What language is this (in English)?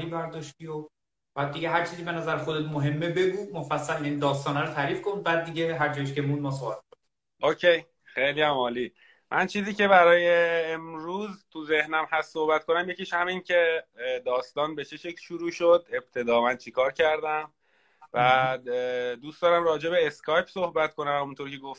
Persian